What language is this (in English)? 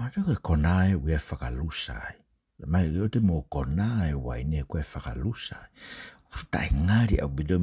Tongan